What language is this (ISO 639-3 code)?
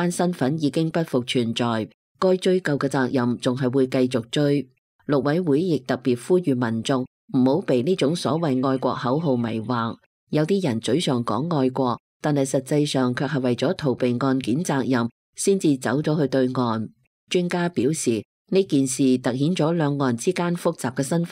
yue